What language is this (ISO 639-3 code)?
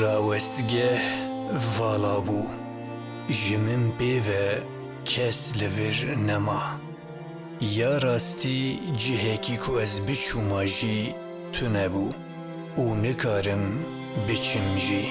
kur